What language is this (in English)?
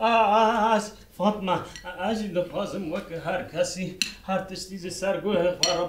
Kurdish